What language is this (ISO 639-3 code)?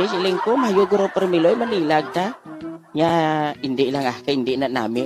hil